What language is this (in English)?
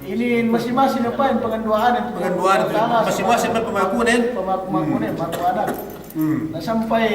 Yakan